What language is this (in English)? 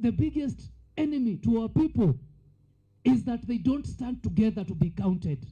Meru